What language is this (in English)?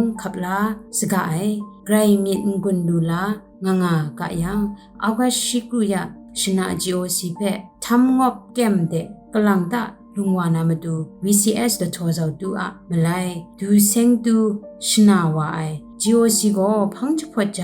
Kachin